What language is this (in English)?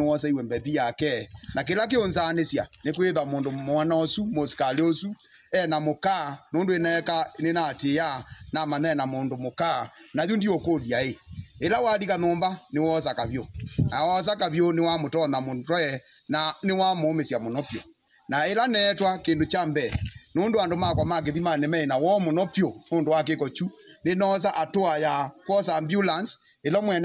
Kamba